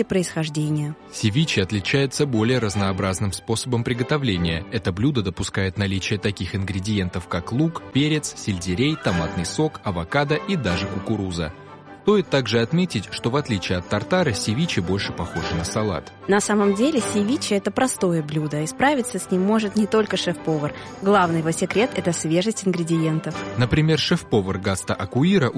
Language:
Russian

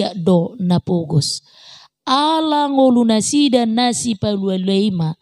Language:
Batak Toba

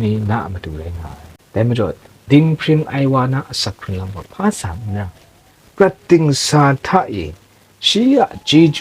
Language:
Kachin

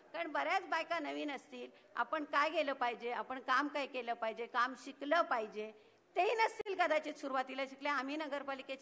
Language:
Marathi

